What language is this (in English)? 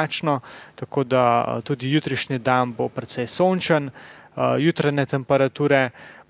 Slovenian